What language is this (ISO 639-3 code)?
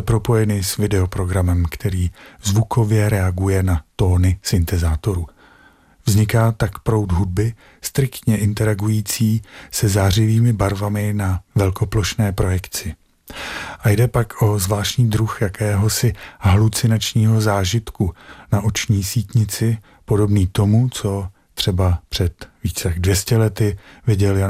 ces